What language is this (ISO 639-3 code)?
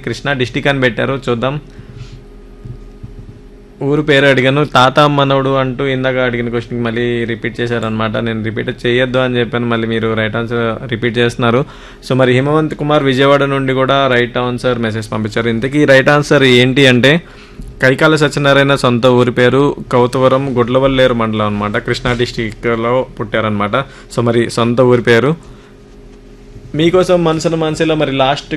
tel